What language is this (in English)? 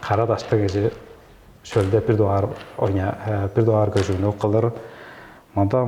Tuvinian